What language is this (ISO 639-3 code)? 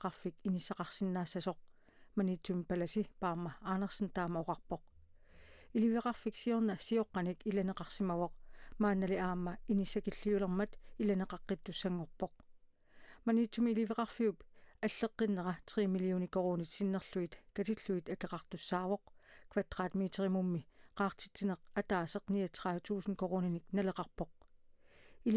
kal